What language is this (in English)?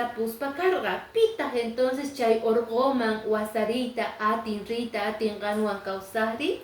Quechua